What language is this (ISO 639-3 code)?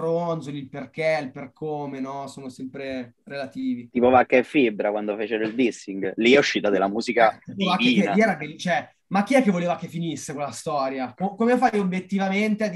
ita